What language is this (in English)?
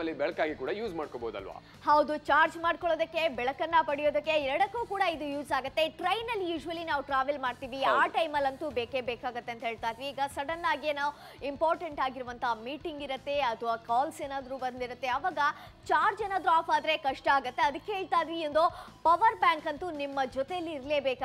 Kannada